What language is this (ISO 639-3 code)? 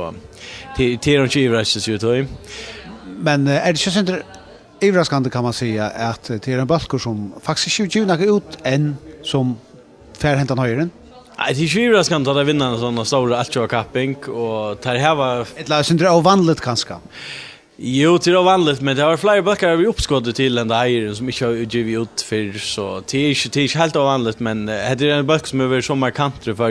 fao